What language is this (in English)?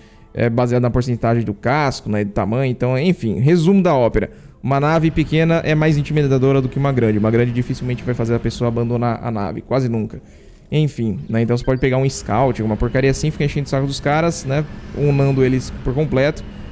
Portuguese